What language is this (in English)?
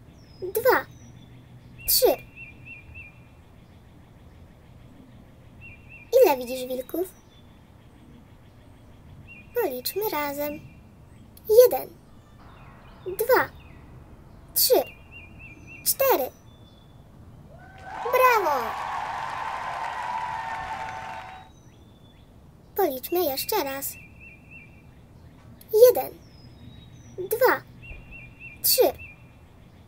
Polish